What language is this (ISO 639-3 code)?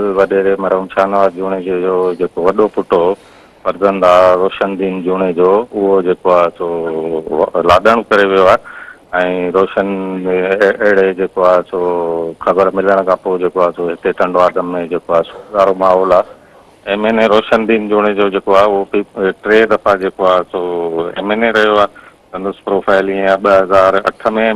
snd